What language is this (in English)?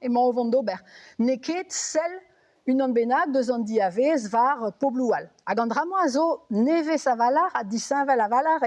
Breton